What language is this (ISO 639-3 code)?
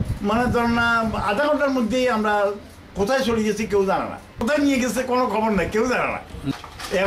ben